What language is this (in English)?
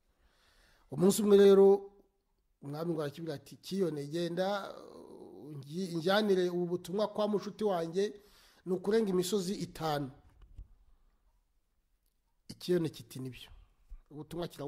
Kinyarwanda